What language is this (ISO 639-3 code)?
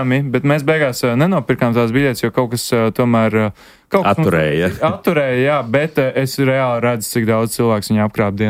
lav